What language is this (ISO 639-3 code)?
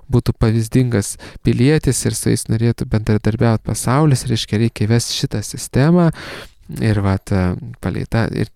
lit